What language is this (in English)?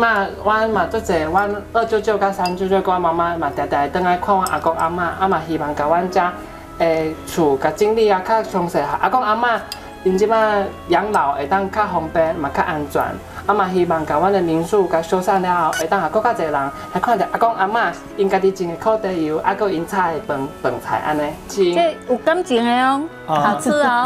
Min Nan Chinese